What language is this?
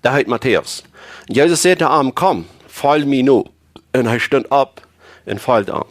Plautdietsch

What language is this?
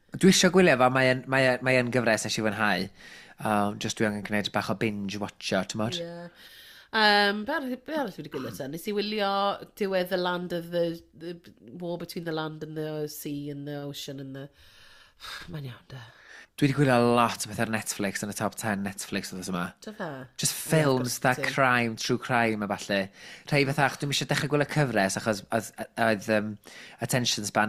Welsh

